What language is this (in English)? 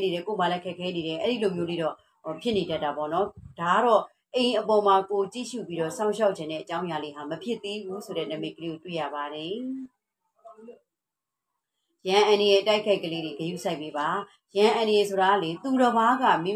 Burmese